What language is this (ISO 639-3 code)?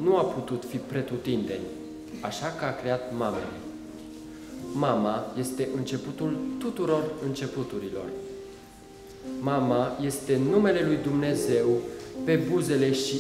ron